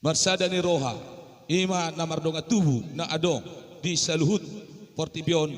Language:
Batak Toba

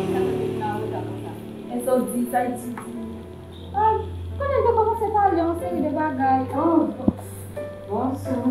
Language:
Haitian Creole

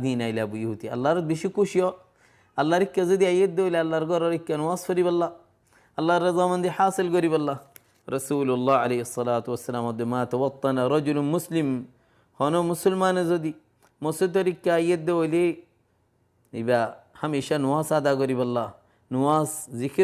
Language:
Rohingya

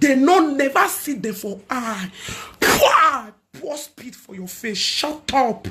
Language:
Nigerian Pidgin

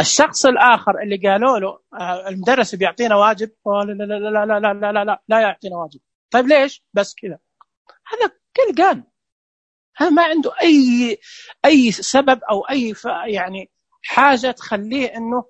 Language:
Najdi Arabic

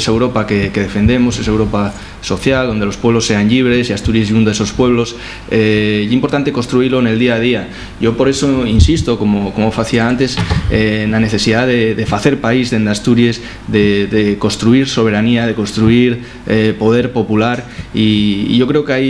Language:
Asturian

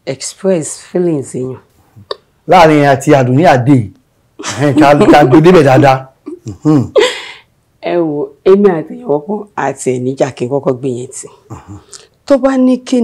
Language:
Yoruba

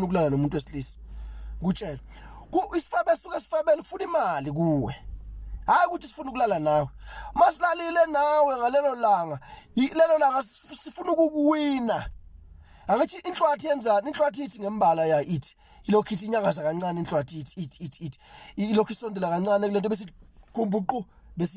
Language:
Zulu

